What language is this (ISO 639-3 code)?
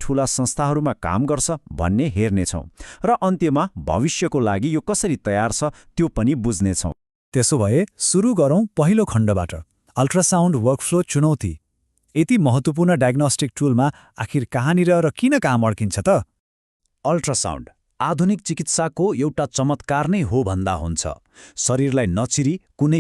nep